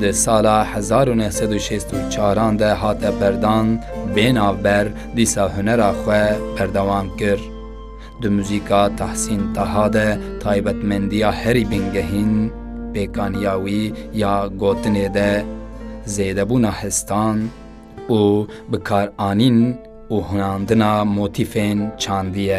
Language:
Kurdish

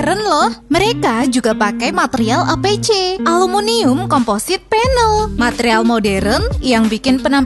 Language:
Indonesian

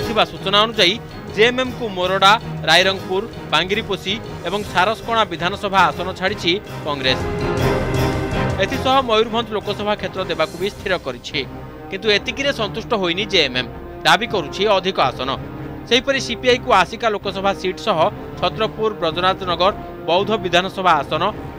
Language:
Odia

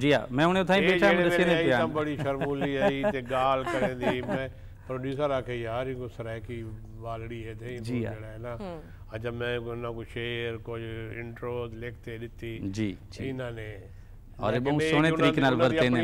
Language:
Saraiki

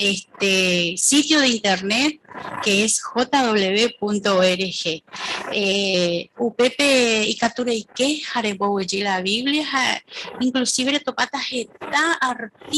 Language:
Guarani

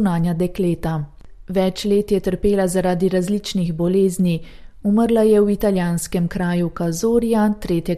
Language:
Slovenian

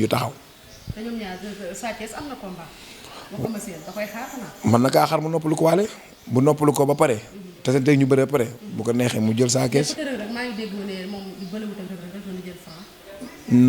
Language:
Wolof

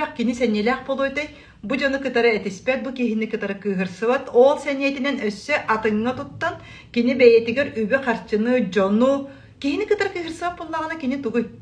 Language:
Yakut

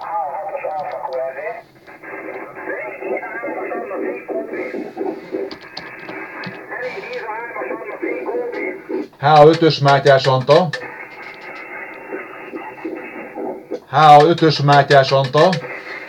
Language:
Hungarian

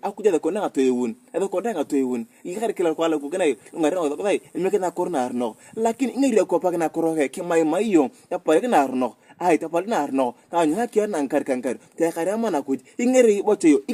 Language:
Turkana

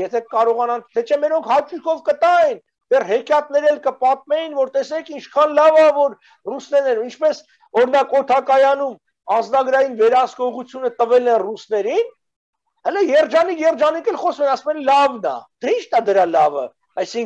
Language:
Armenian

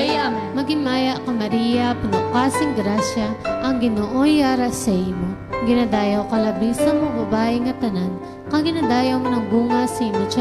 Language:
Hiligaynon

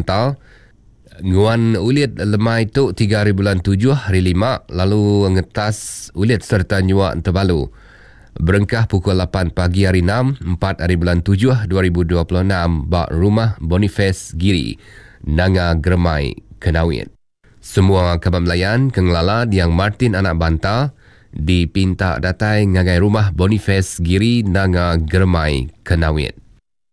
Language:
Iban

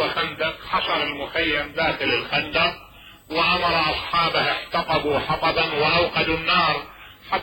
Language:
Mesopotamian Arabic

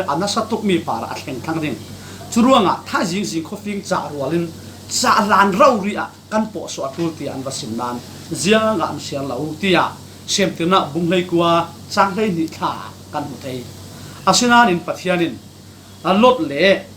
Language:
Falam Chin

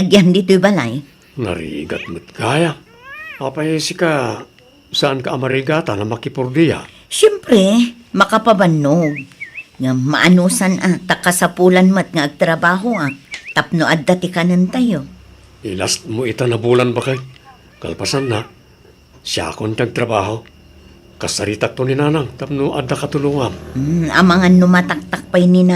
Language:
Iloko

